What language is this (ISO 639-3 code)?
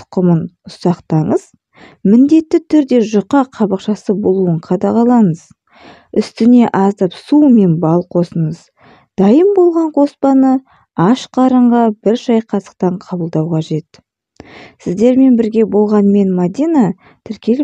kaz